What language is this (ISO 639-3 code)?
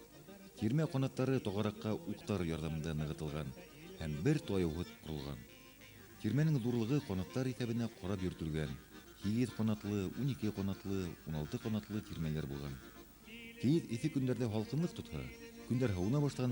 bak